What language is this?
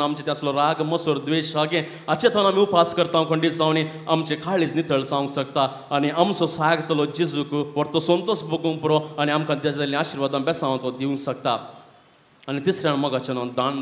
Konkani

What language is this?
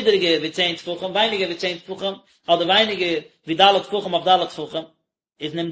Yiddish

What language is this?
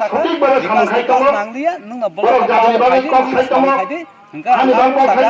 Kok Borok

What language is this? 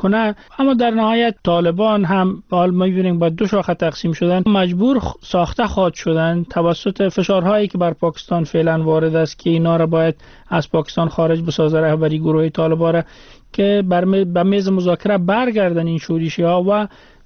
Persian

